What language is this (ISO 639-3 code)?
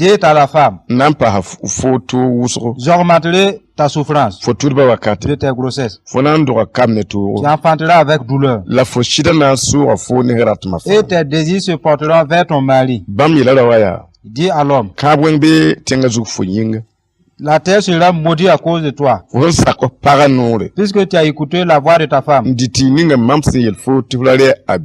mos